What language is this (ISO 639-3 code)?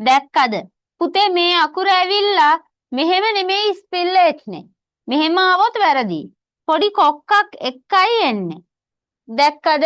sin